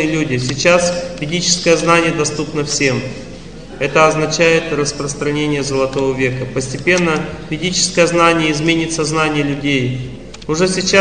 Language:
Russian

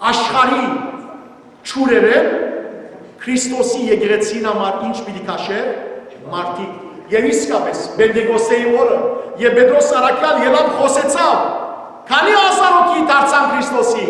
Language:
Western Armenian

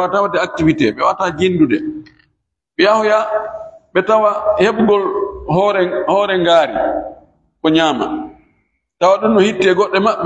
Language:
Fula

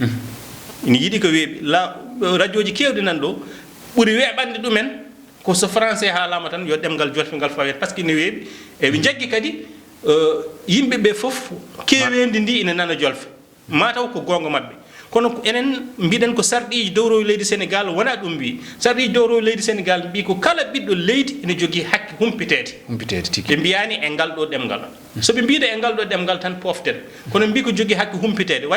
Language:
Fula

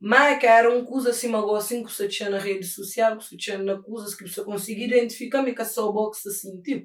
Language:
Kabuverdianu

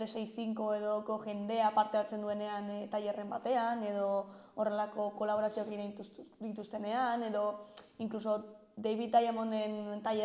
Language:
Basque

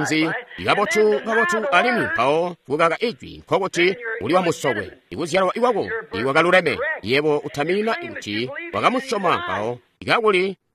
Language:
Tonga (Zambia)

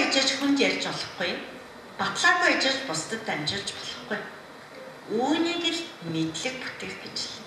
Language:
Mongolian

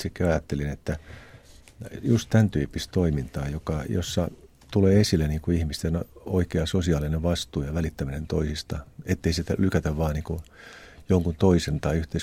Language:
Finnish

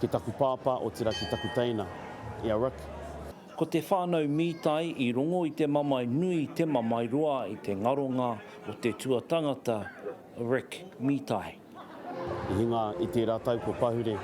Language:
Māori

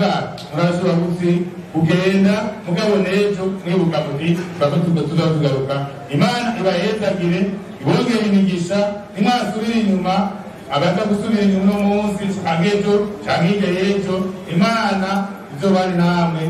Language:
Rundi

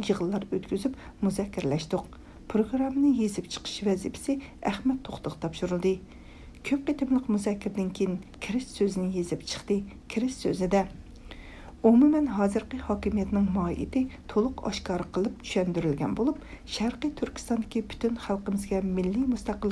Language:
Uyghur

